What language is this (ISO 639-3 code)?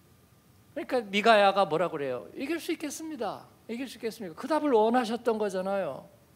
kor